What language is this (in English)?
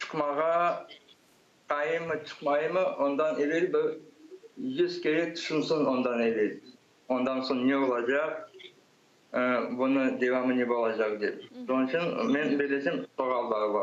Crimean Tatar